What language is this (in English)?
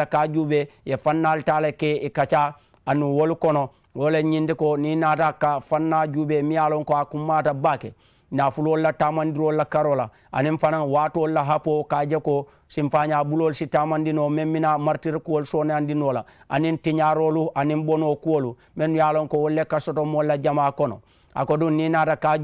Mandingo